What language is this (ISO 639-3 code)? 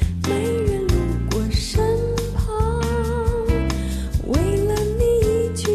zho